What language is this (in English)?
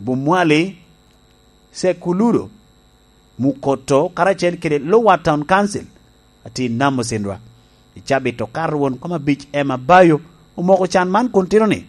Lango (Uganda)